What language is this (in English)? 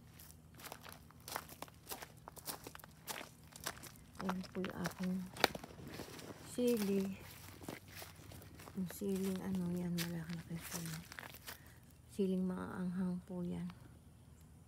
Filipino